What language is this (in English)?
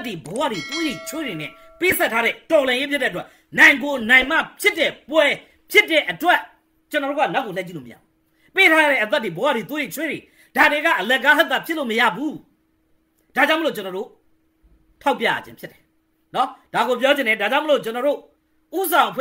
Burmese